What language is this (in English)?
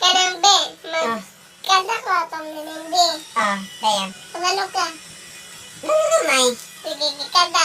Cebuano